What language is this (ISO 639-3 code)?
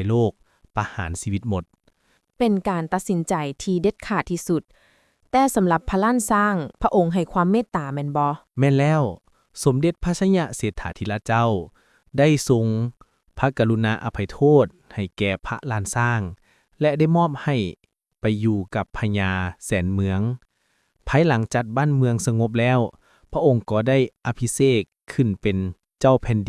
lao